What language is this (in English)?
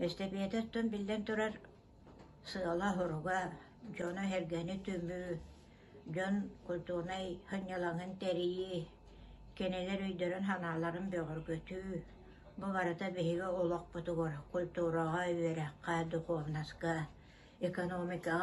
Yakut